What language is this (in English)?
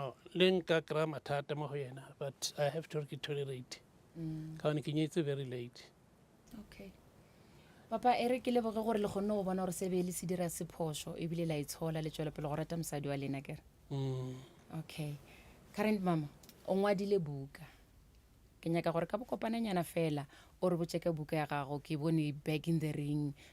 Northern Sotho